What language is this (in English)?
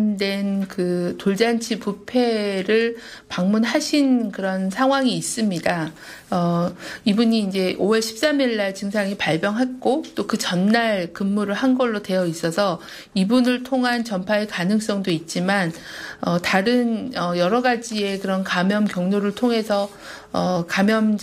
Korean